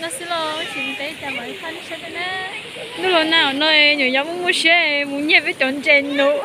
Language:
Hmong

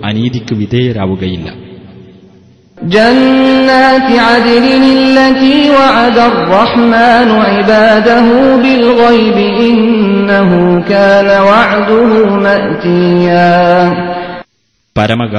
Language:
Malayalam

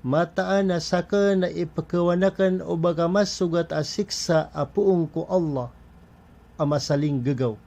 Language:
Maranao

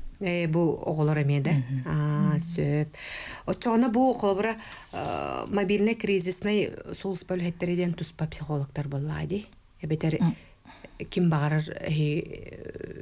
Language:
Yakut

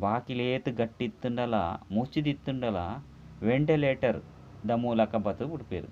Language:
Tulu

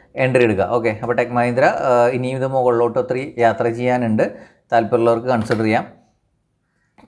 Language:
Malayalam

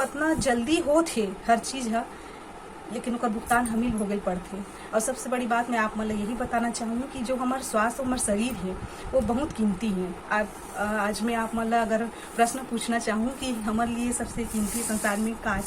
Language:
Chhattisgarhi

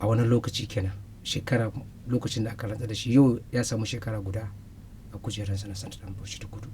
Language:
Hausa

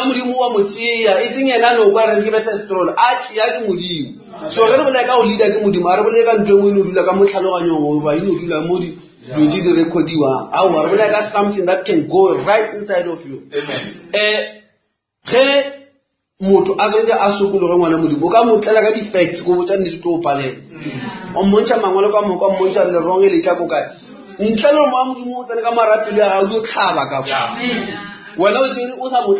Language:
Northern Sotho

